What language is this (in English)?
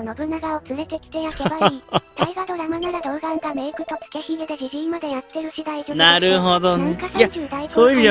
Japanese